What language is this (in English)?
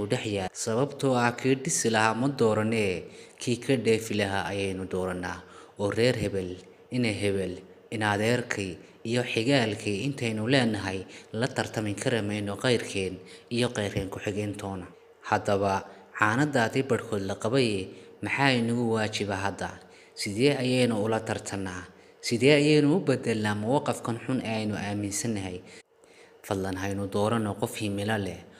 Somali